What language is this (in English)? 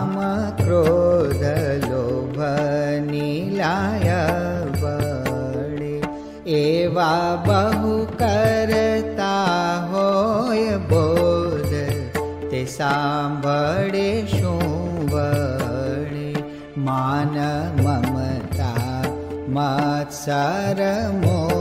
Gujarati